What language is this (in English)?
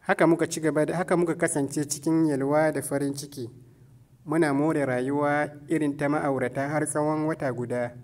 Hausa